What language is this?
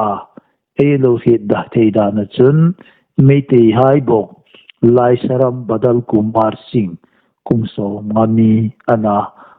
Hmar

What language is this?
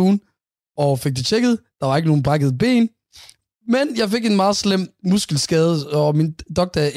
Danish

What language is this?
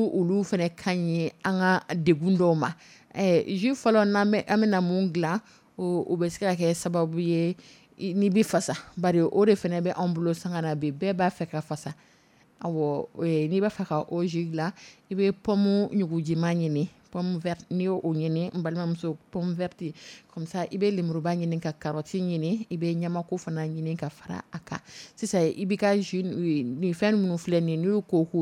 Dyula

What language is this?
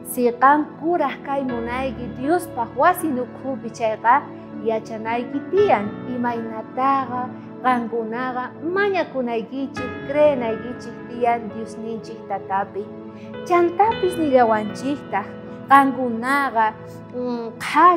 South Bolivian Quechua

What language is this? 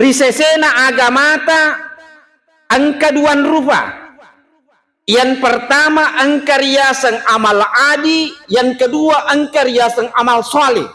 Buginese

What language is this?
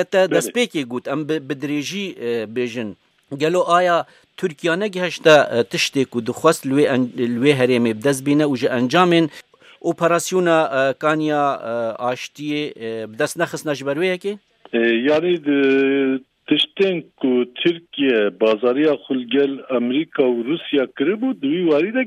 Kurdish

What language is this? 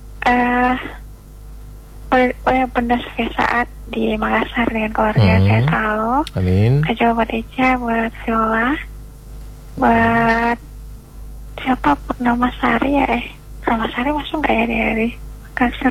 Indonesian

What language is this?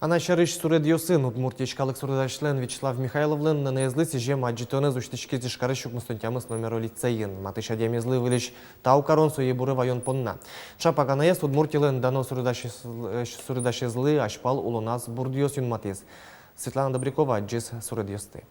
Udmurt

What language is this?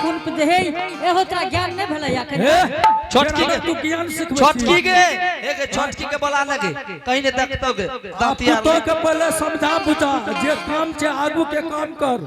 Angika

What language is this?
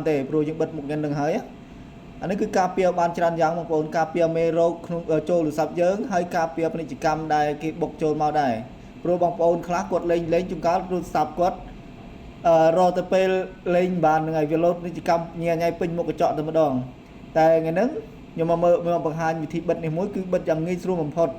Khmer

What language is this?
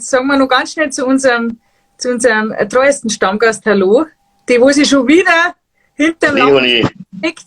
Bavarian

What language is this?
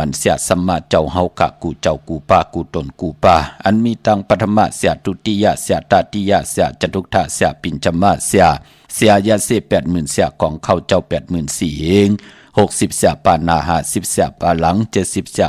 Shan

